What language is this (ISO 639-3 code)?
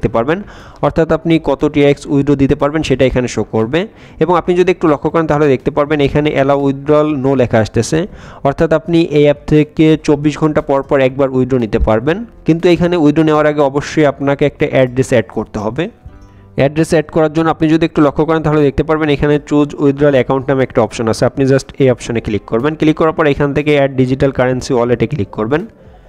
ben